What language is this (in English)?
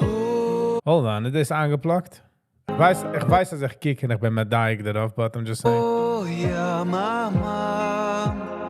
Yiddish